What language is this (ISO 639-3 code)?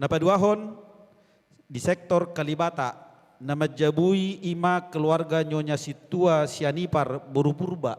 bbc